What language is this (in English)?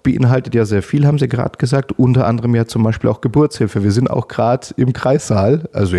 German